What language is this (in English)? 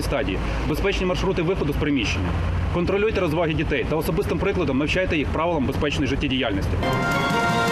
Ukrainian